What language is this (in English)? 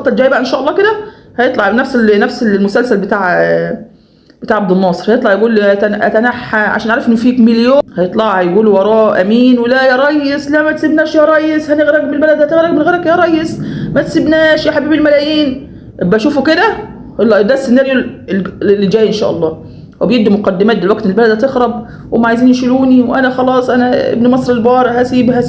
Egyptian Arabic